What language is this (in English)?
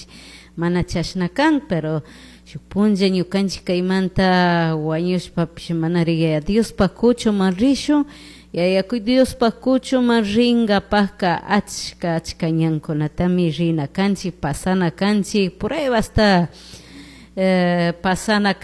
Chimborazo Highland Quichua